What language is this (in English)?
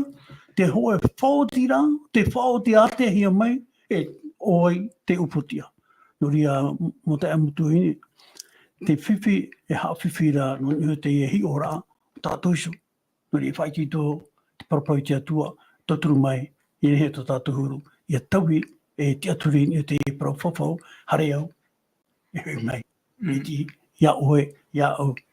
Tahitian